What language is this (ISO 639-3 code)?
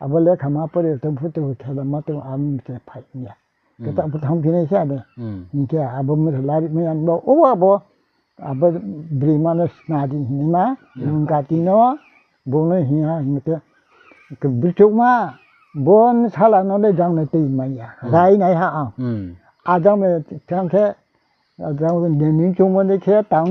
ria